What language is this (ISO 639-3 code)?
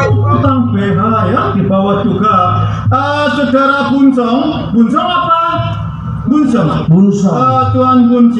bew